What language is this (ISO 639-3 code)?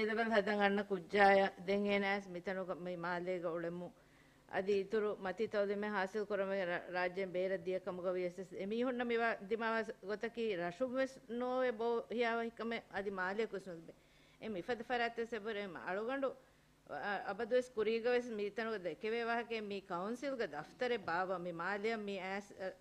div